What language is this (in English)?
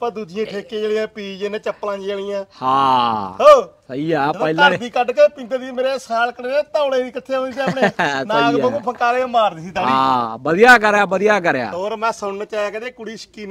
Punjabi